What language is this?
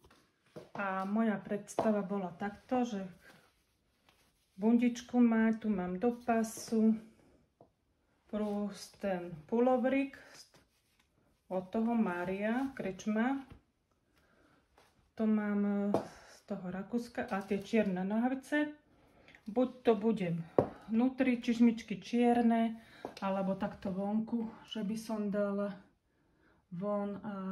Slovak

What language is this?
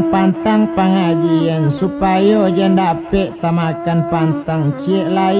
Minangkabau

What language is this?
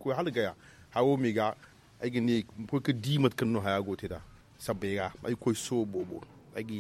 Zarma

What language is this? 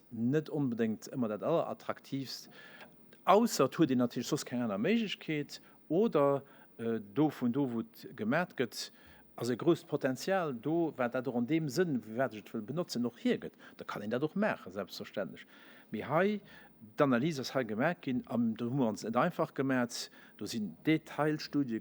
Luxembourgish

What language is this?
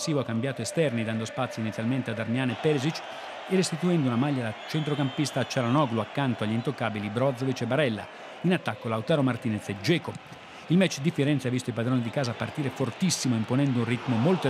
Italian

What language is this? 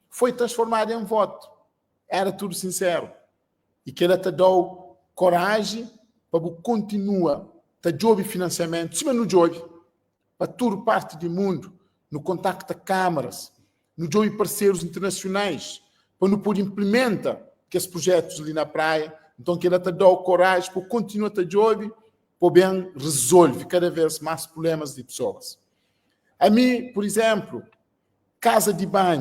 Kabuverdianu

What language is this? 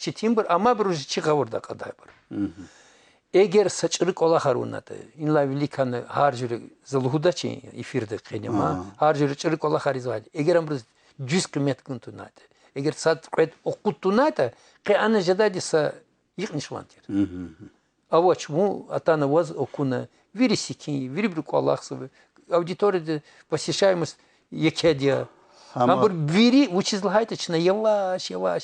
Lezghian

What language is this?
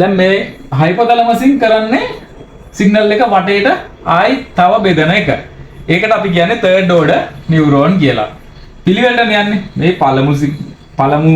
Sinhala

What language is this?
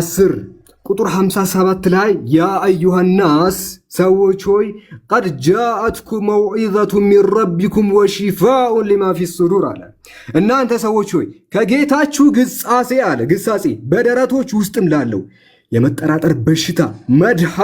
Amharic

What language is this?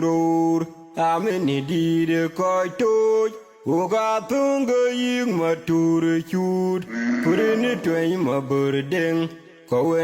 Nuer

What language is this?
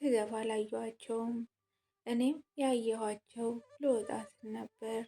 Amharic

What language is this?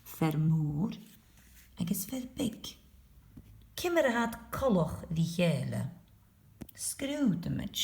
Scottish Gaelic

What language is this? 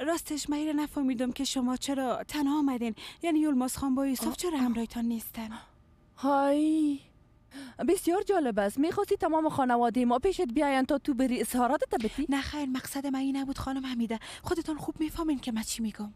Persian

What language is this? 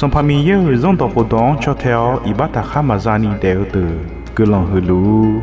Akha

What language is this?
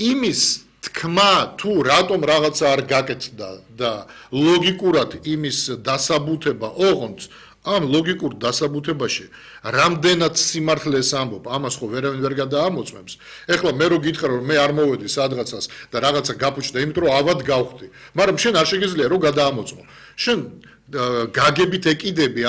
Georgian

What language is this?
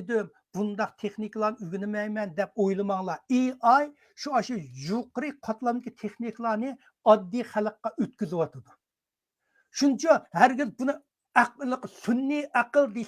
Uyghur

